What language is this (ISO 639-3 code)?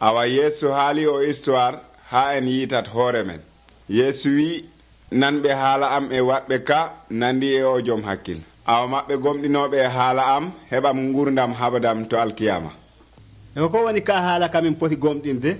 fuv